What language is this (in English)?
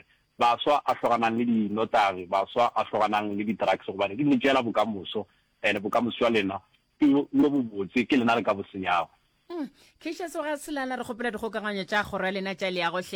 Northern Sotho